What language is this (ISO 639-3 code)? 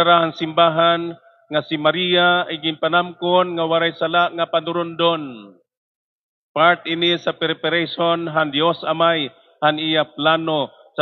war